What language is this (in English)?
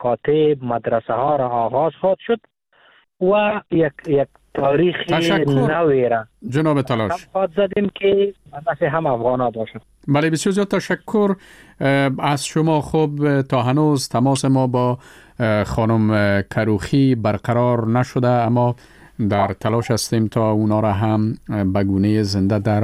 Persian